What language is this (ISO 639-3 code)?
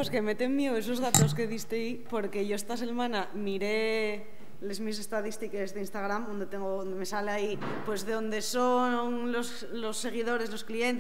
ast